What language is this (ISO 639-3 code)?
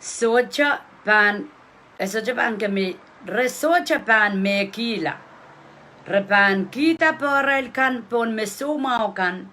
pon